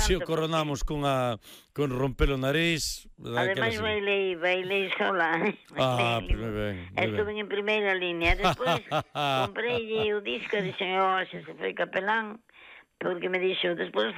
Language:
Galician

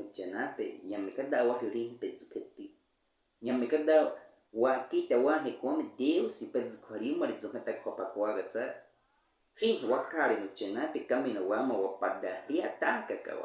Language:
Baniwa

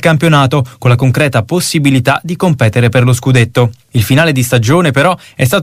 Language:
Italian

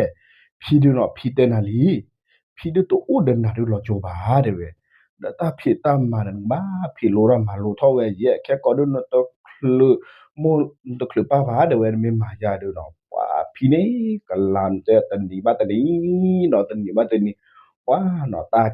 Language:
S'gaw Karen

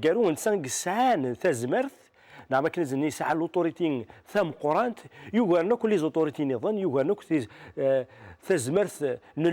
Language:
Kabyle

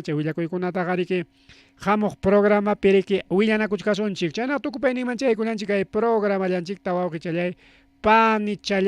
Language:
Ayacucho Quechua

